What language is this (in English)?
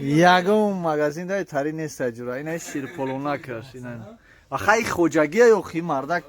Tajik